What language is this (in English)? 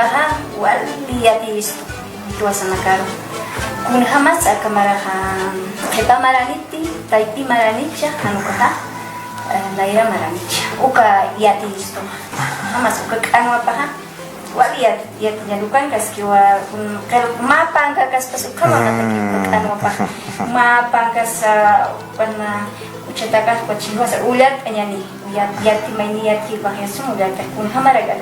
Aymara